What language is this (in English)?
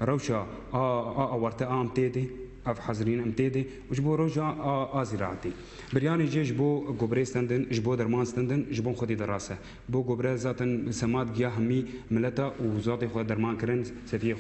Kurdish